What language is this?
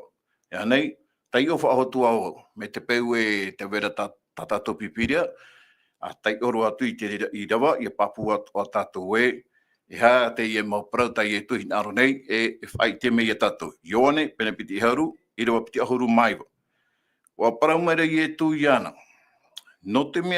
Tahitian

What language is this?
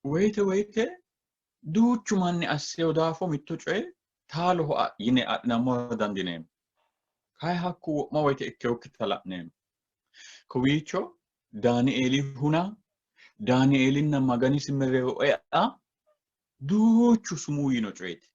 Sidamo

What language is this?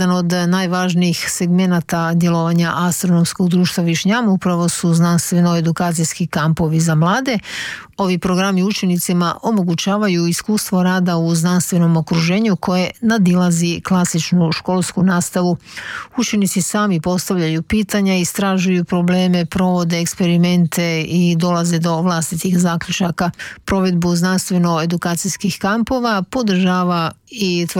Croatian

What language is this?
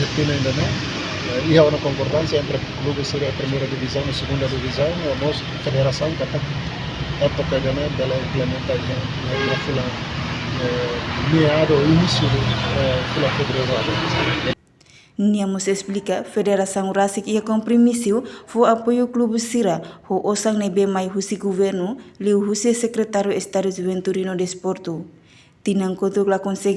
Tetum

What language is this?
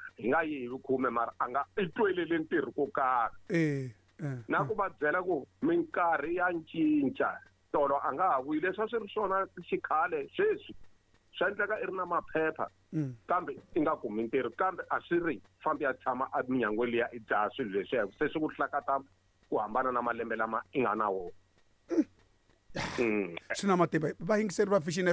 Tsonga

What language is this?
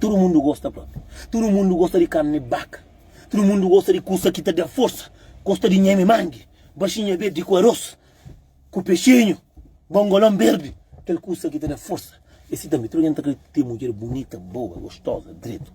Kabuverdianu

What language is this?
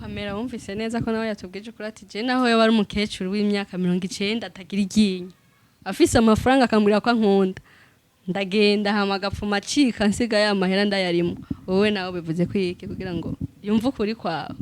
Rundi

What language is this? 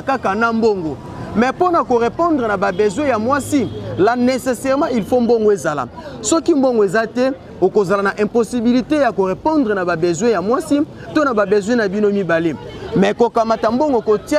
Lingala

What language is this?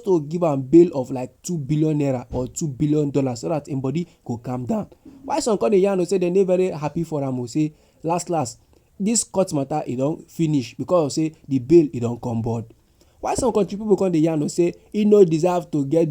Nigerian Pidgin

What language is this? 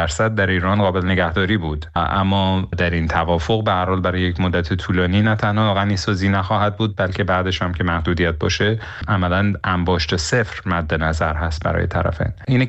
Persian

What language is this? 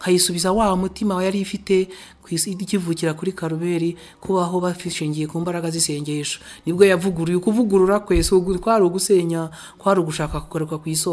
Kinyarwanda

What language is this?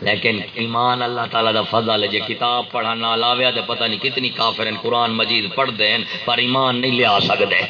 Saraiki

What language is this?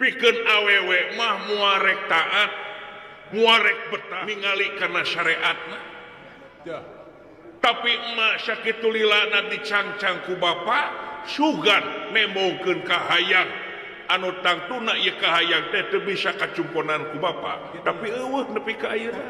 Sundanese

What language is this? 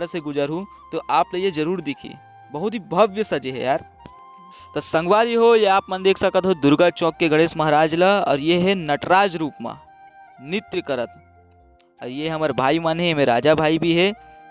Chhattisgarhi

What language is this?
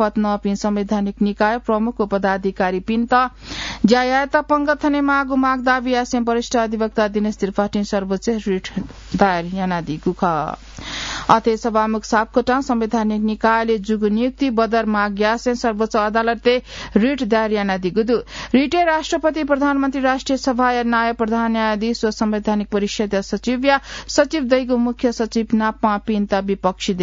Newari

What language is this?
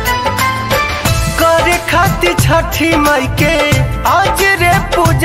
Bhojpuri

